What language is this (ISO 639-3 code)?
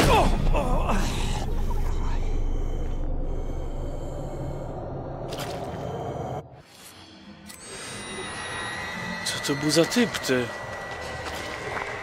pol